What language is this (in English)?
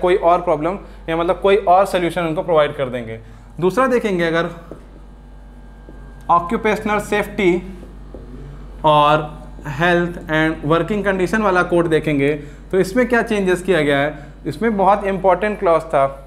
Hindi